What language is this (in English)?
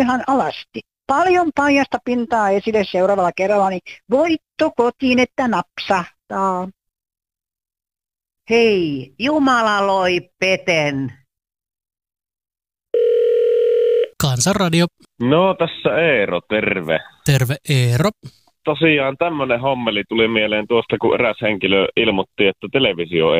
Finnish